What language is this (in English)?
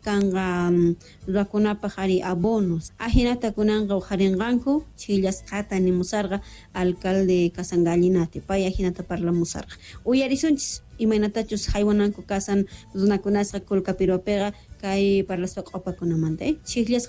South Bolivian Quechua